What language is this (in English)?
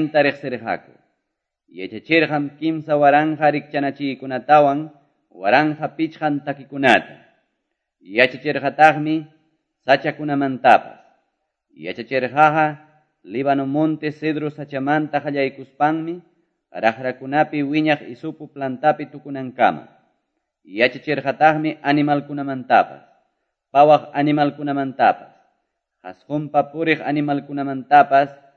Quechua